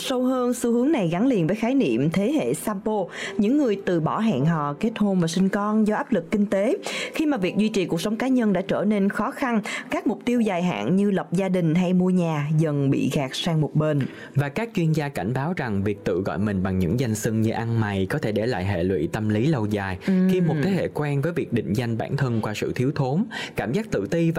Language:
Vietnamese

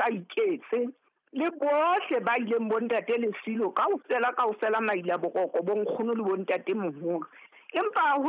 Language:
Southern Sotho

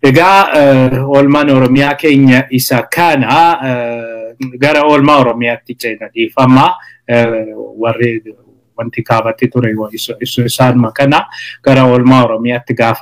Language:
Oromo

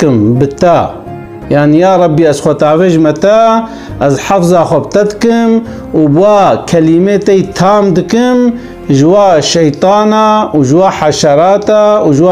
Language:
Kurdish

